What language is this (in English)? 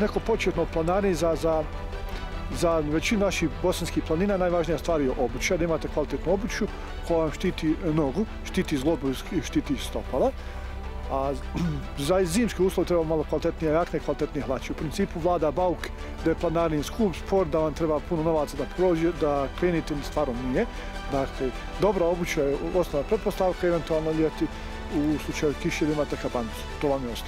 Bosnian